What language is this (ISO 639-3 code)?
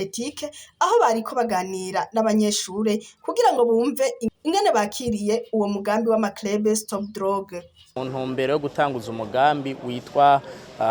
run